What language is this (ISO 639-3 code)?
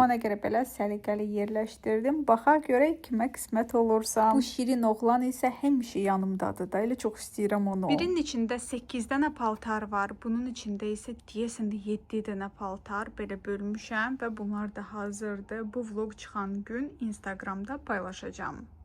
aze